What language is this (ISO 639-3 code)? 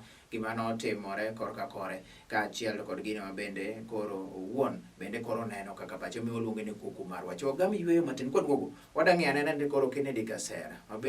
luo